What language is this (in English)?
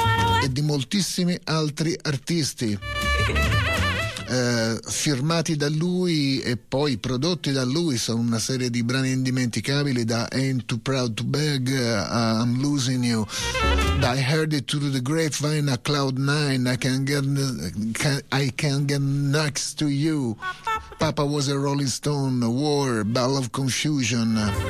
Italian